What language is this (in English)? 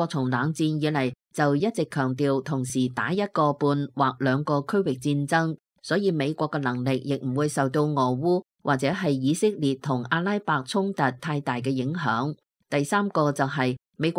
Cantonese